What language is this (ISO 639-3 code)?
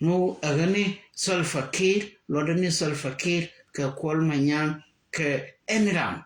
nus